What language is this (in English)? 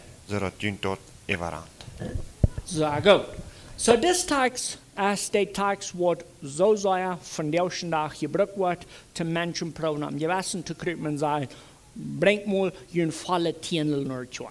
Plautdietsch